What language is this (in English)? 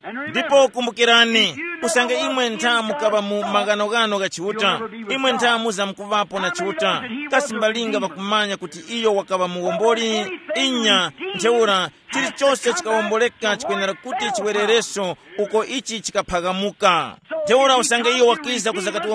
Tumbuka